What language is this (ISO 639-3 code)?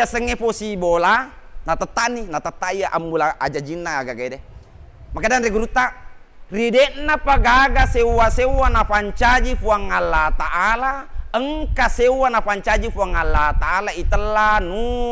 bug